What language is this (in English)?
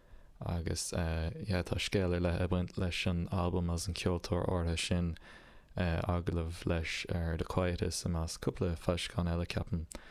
Irish